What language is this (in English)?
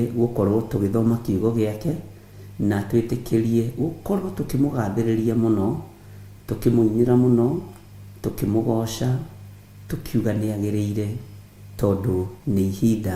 Kikuyu